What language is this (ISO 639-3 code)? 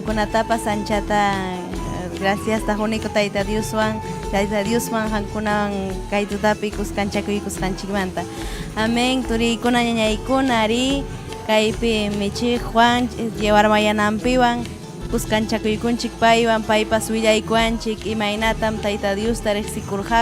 quy